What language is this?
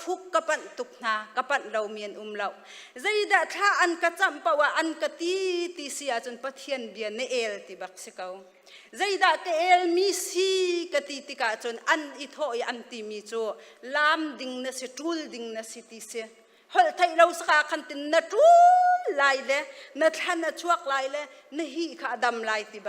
Hakha Chin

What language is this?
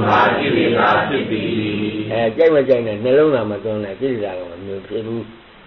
Burmese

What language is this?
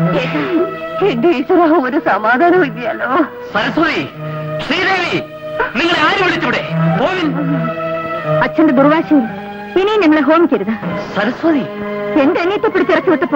Malayalam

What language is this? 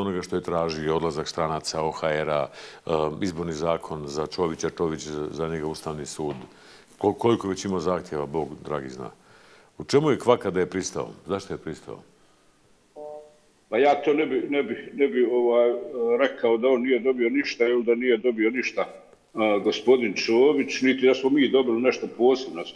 Bosnian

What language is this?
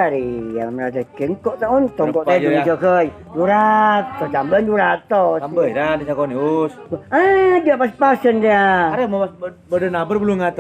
Madurese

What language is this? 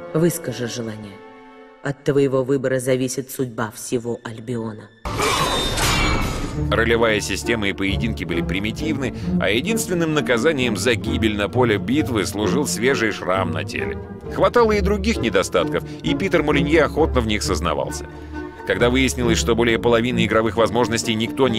Russian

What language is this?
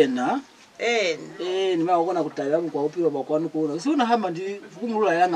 Lozi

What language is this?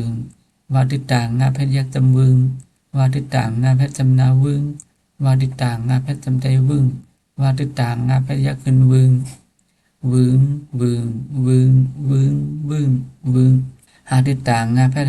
Shan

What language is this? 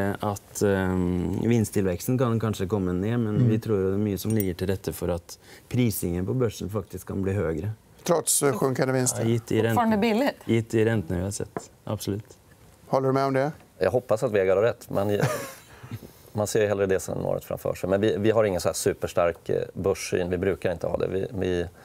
Swedish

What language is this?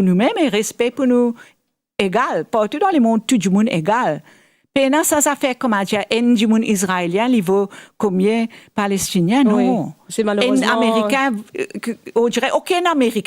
Morisyen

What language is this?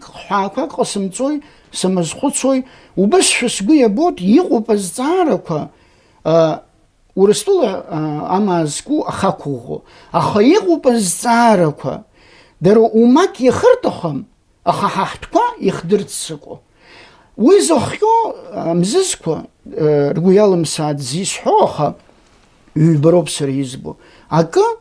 Abkhazian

